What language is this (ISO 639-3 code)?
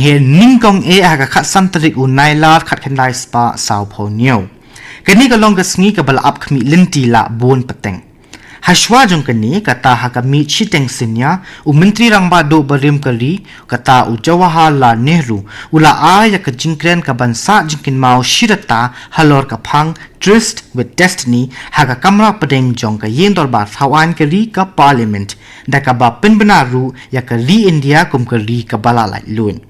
kha